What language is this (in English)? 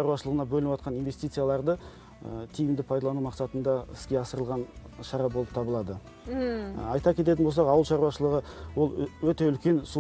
Kazakh